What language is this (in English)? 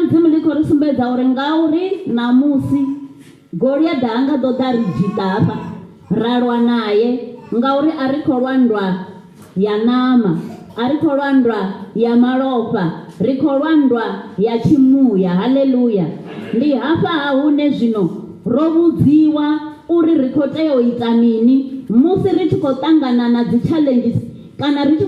Venda